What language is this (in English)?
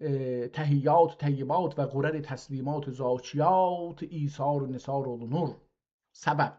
South Azerbaijani